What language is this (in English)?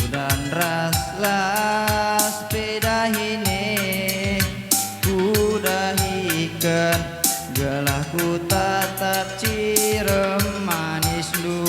Batak Karo